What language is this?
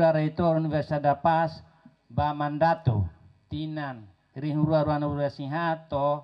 Tetum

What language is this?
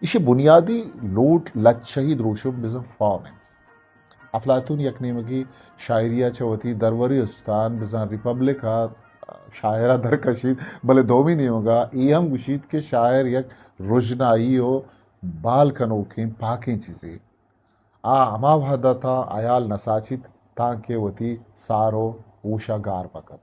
Eastern Balochi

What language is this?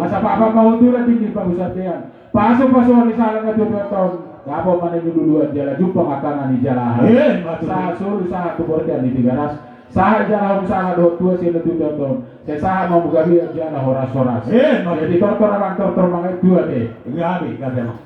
Batak Toba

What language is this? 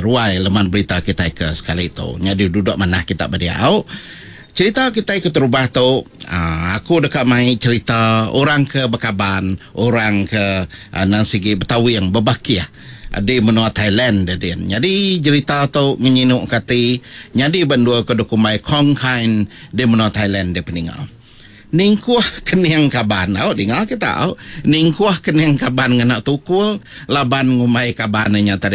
Iban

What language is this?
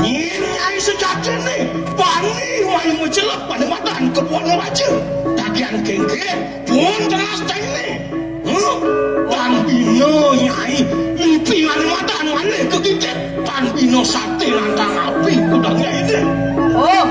Balinese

